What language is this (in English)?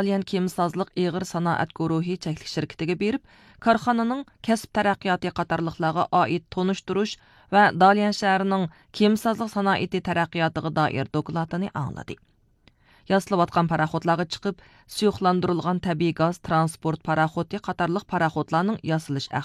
Uyghur